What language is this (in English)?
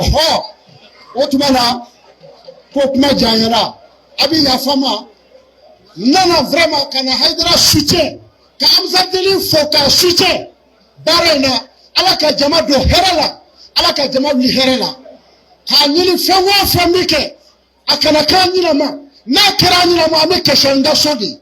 Bambara